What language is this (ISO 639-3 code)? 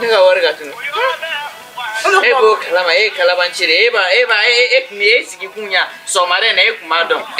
bam